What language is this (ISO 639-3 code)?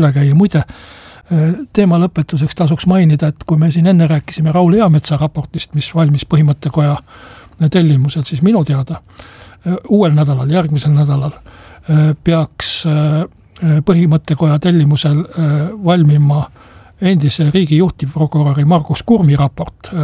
est